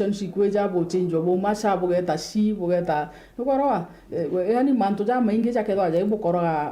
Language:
Meru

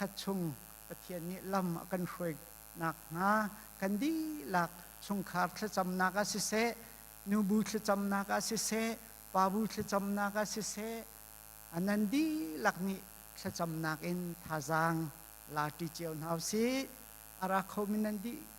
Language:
Hakha Chin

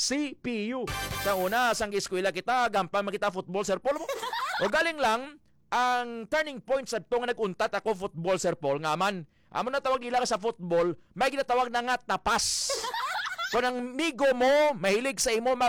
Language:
Hiligaynon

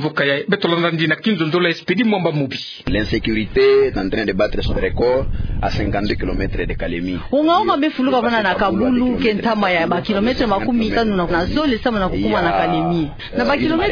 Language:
Kituba (Democratic Republic of Congo)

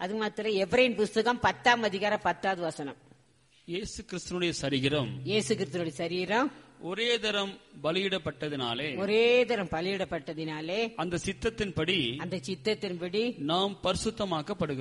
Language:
Tamil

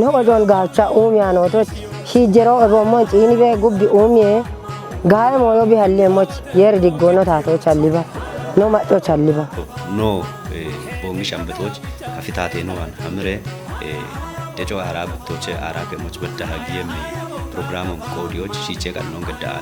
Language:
Kafa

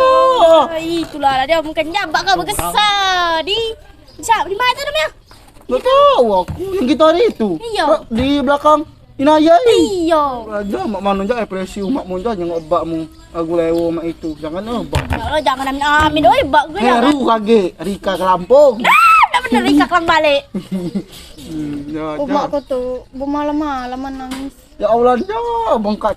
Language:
Musi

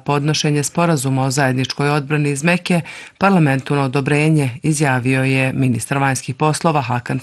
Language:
Bosnian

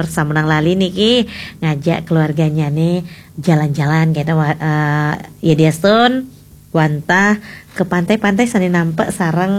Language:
Balinese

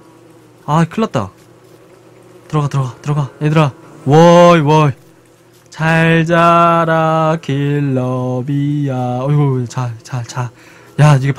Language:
Korean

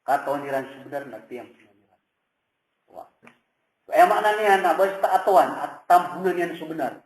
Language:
Maranao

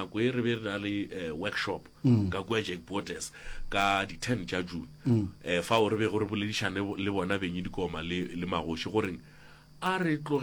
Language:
Northern Sotho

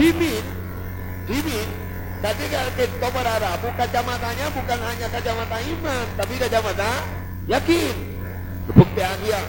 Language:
Madurese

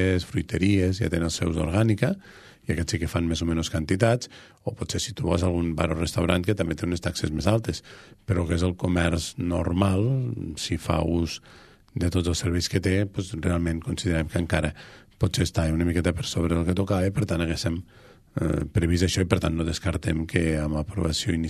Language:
Catalan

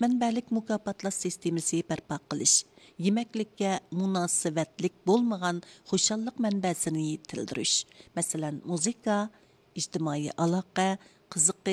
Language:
Uyghur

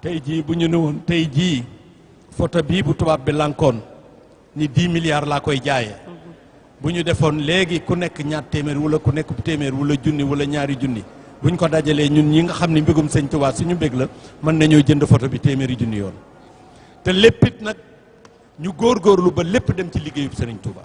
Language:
Wolof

